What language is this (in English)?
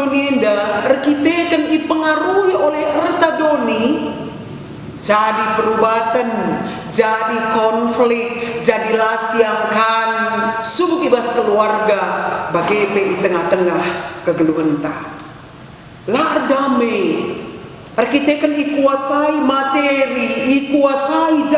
Batak Karo